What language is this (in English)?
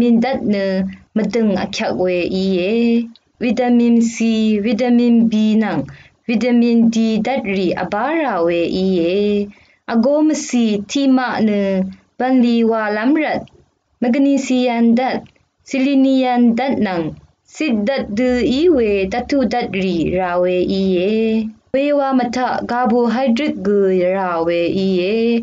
Rawang